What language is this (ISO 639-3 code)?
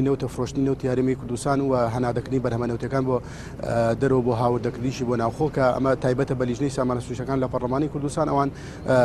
ckb